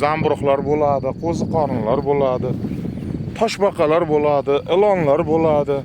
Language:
Uzbek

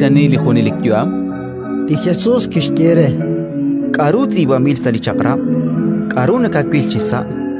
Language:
Kekchí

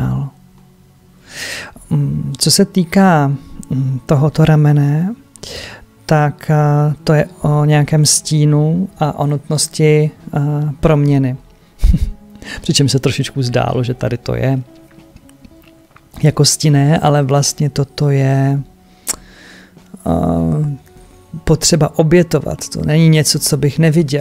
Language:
Czech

